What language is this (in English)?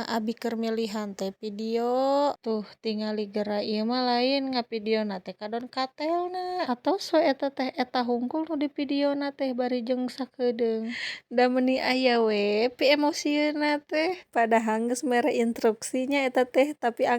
Sundanese